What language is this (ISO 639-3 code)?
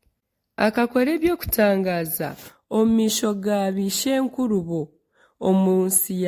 nyn